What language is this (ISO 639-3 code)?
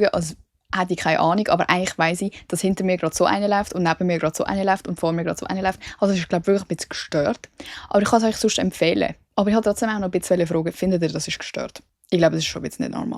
gsw